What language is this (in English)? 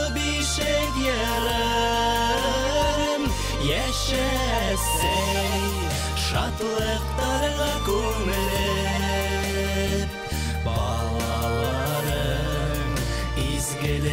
Bashkir